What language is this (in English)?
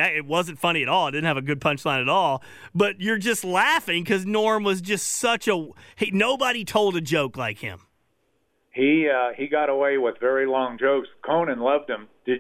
English